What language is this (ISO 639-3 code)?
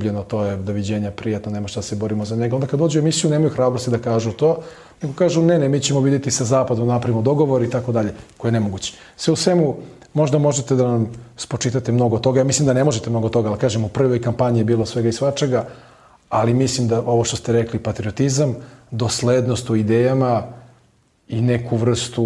srp